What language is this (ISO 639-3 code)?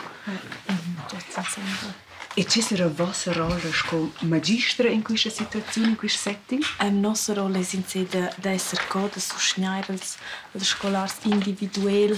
roh